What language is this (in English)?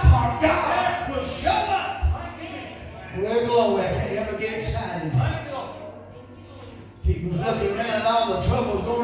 English